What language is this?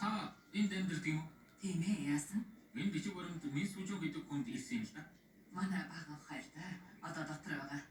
Mongolian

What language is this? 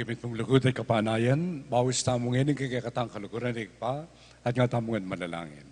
Pampanga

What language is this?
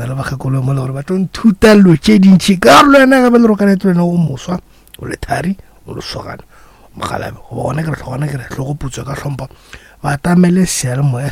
Northern Sotho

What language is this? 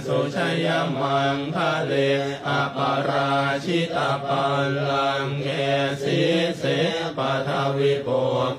Pali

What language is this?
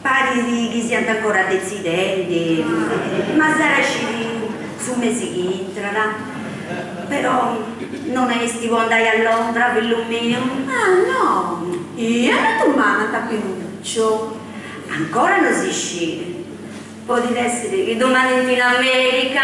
Sardinian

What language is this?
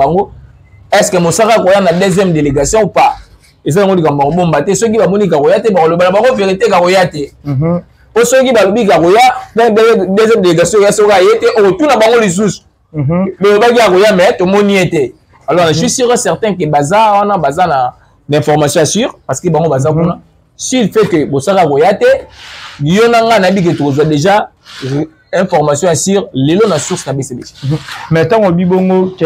Lingala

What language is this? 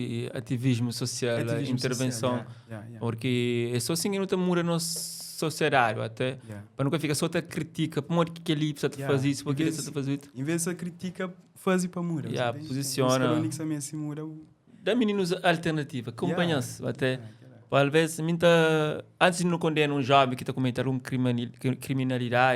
Kabuverdianu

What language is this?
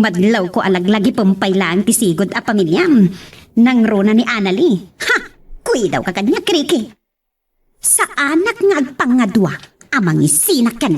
Iloko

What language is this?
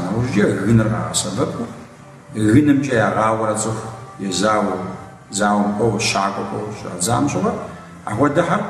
Kabardian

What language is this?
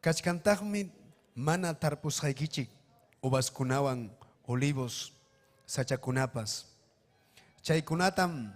Ayacucho Quechua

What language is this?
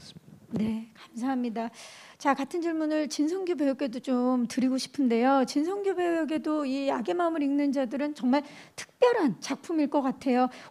Korean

